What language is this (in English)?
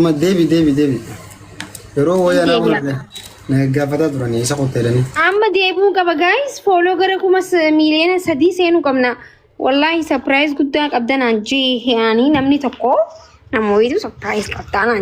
Oromo